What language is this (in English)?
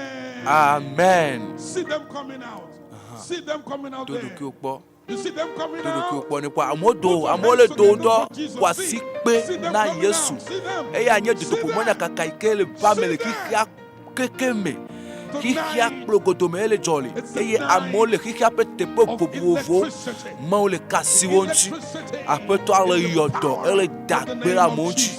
Ewe